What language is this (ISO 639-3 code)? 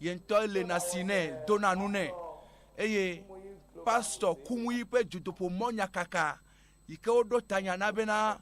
ewe